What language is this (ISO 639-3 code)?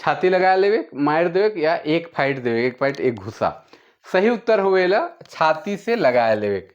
sck